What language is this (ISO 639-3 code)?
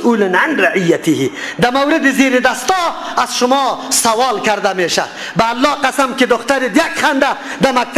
fas